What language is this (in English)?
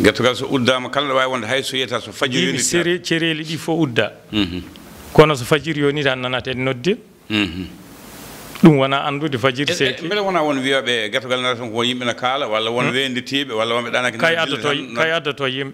Fula